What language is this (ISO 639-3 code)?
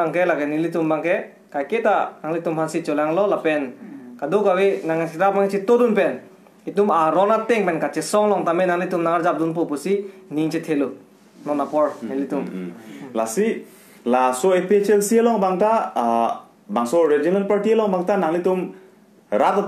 mjw